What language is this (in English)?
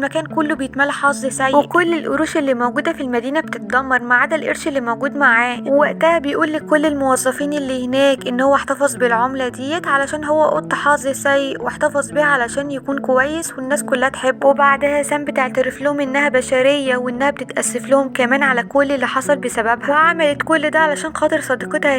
Egyptian Arabic